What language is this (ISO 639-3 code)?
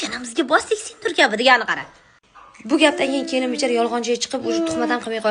uzb